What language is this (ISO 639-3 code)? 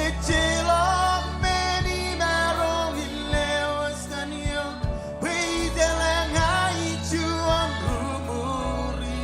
mah